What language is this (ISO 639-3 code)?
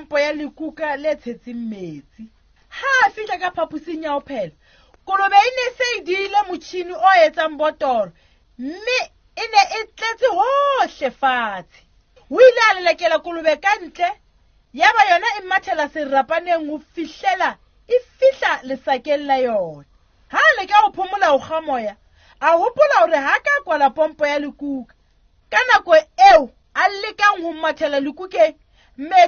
sot